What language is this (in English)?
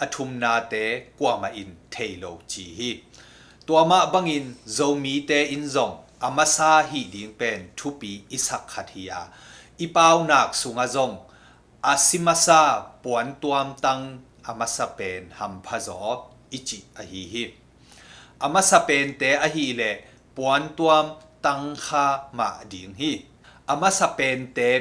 Tedim Chin